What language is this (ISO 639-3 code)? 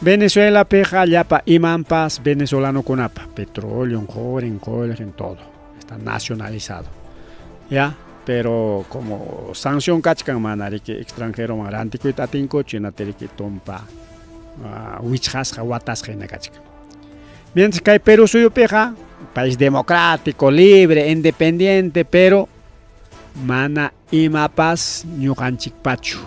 quy